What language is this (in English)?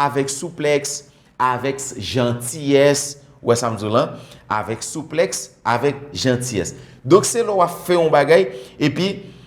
Haitian Creole